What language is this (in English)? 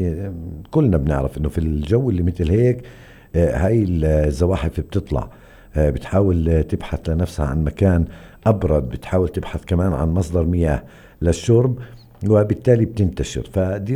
North Levantine Arabic